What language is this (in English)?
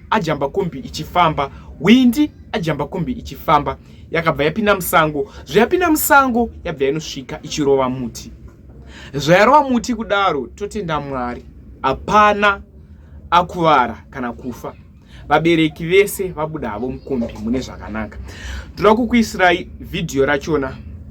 Shona